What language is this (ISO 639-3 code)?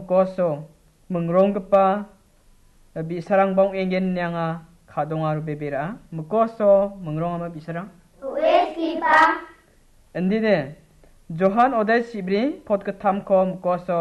grt